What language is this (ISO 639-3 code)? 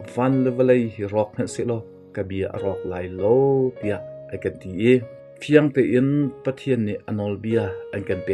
cnh